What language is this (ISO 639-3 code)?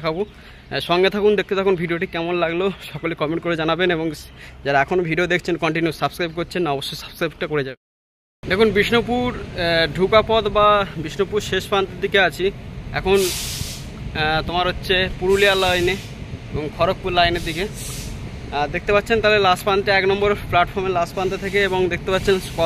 ben